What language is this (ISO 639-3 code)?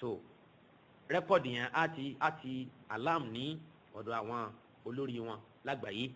yor